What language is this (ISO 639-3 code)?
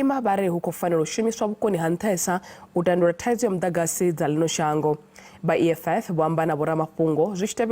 ven